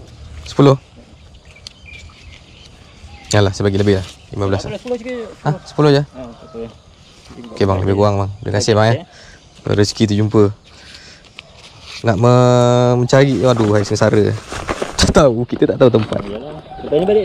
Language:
Malay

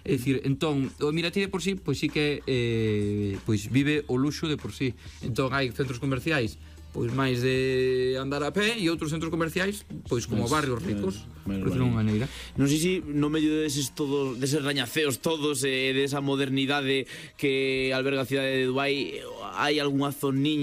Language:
Galician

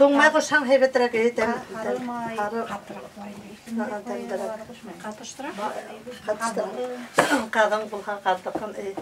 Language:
Bashkir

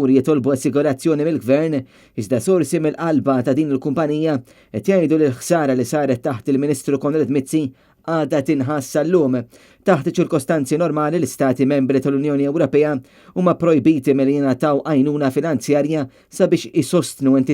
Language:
Maltese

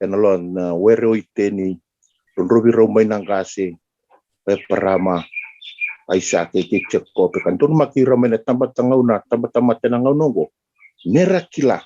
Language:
Fijian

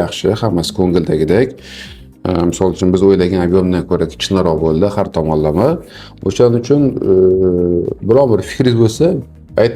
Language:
Uzbek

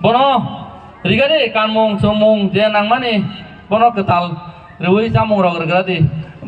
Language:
Kok Borok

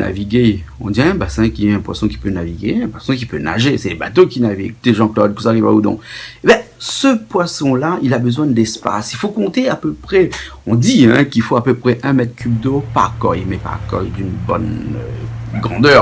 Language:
Réunion Creole French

